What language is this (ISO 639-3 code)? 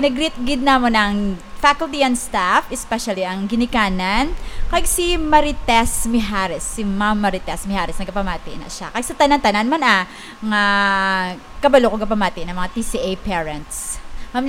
hil